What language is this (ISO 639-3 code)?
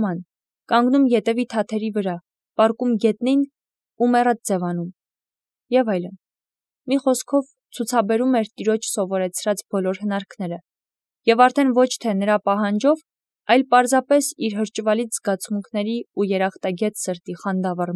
hye